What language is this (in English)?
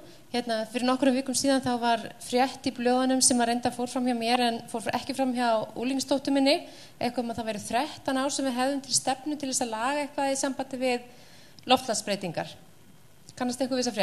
Icelandic